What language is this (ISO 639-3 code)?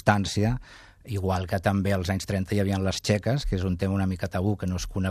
cat